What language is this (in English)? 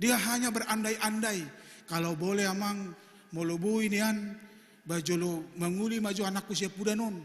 Batak Toba